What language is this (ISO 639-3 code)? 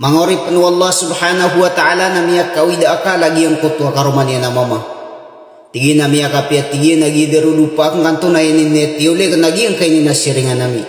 mrw